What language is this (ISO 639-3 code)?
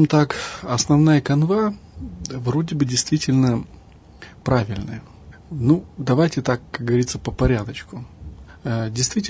rus